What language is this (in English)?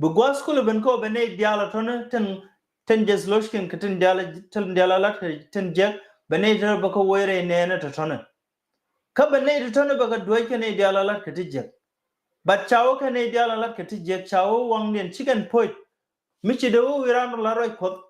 Nuer